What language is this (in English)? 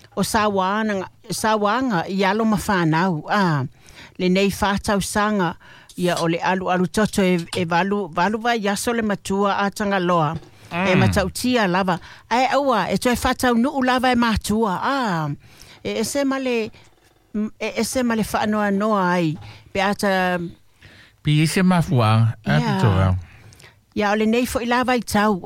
Samoan